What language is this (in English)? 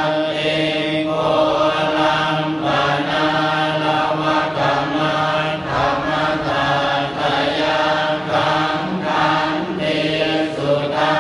Pali